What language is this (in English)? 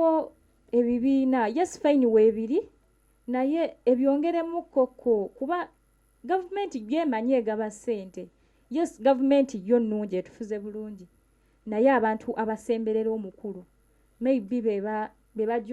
Ganda